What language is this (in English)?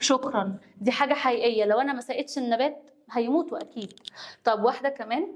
Egyptian Arabic